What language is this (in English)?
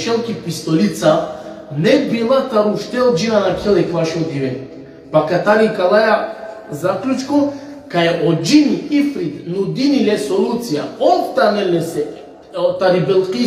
Balkan Romani